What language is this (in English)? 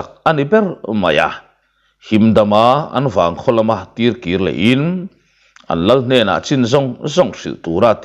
Mizo